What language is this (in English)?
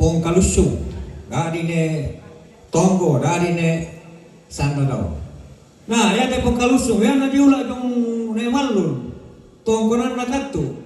Toraja-Sa'dan